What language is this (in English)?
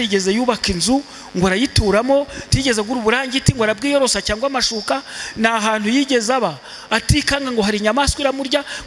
Kinyarwanda